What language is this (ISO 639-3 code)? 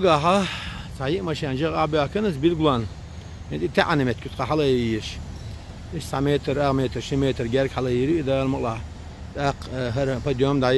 che